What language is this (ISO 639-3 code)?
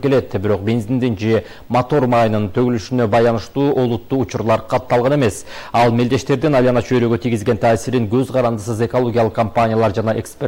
kir